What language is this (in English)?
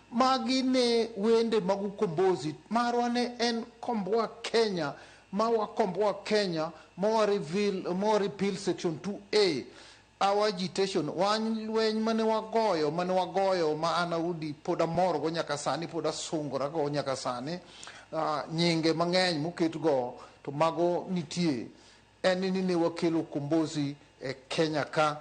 Luo (Kenya and Tanzania)